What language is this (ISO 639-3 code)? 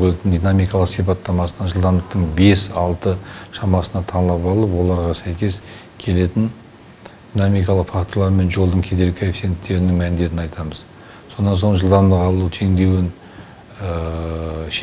kaz